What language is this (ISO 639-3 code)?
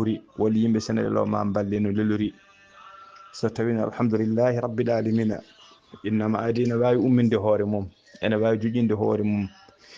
ful